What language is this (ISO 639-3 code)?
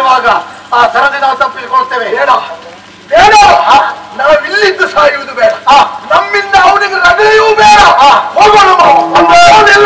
kan